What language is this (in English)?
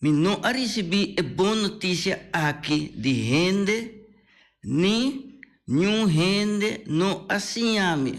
Papiamento